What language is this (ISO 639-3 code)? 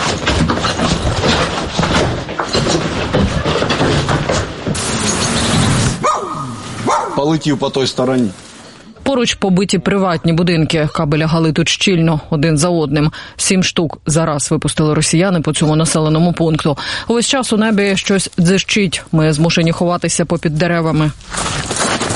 ukr